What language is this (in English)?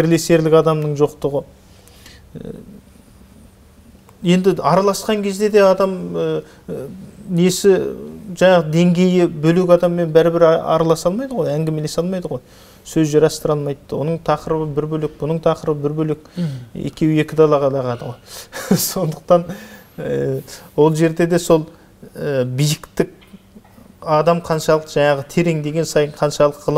Kazakh